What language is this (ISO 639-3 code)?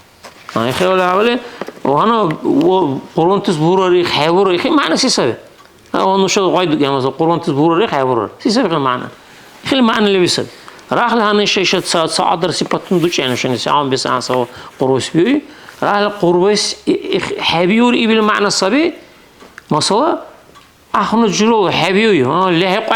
dar